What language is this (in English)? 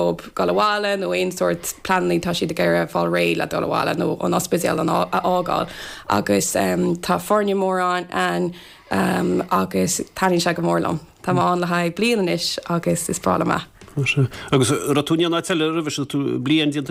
Irish